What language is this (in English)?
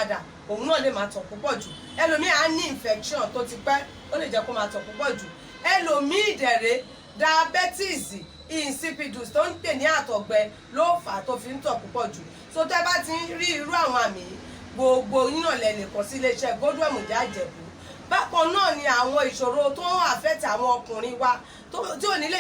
Yoruba